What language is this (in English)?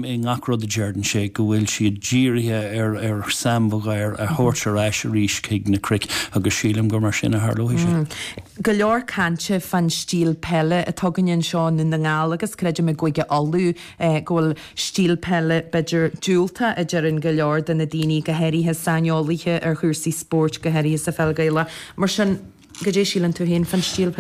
Irish